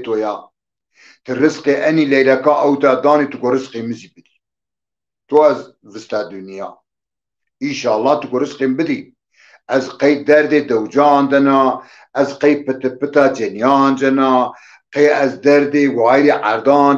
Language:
Zaza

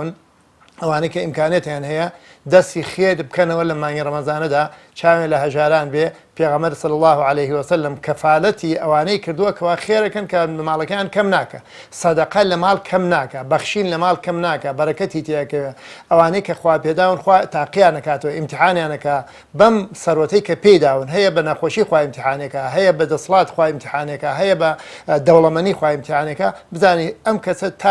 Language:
Central Kurdish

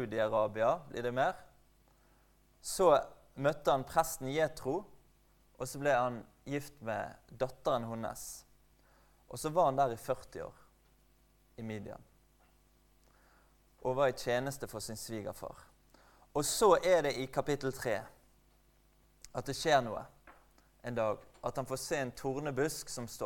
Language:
Norwegian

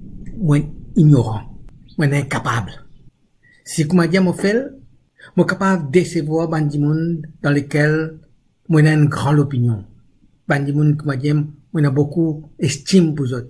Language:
Morisyen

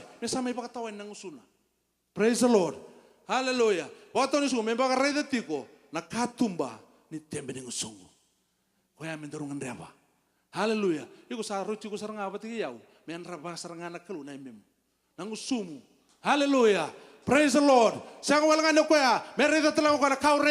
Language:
Fijian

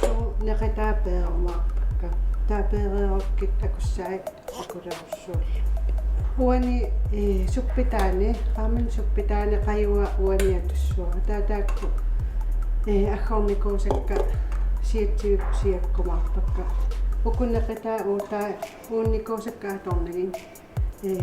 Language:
Kalaallisut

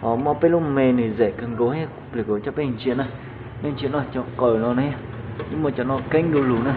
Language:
Hmong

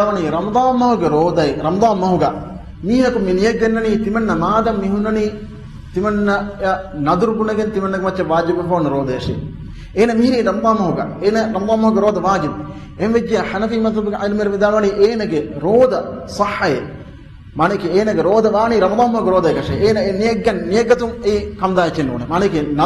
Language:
Divehi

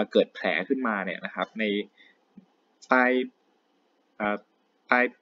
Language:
Thai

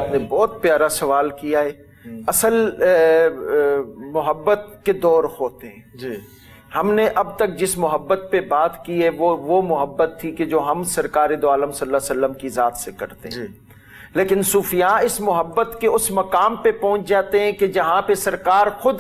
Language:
Urdu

